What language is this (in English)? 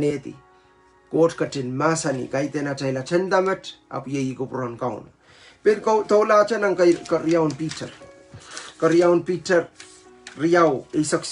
Pohnpeian